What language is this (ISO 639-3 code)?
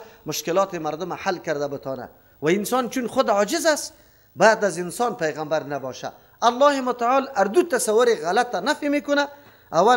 fas